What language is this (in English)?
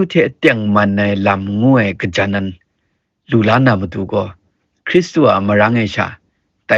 Kachin